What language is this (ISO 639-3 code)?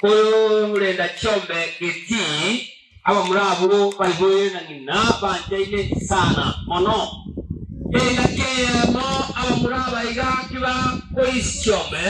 guz